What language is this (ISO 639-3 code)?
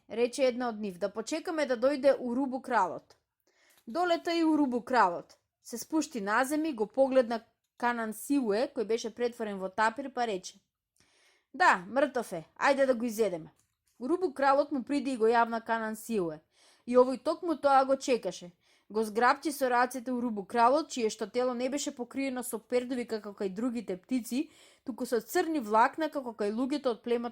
mkd